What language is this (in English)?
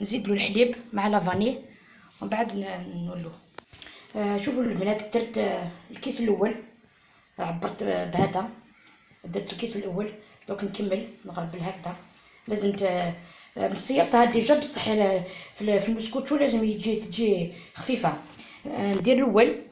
Algerian Arabic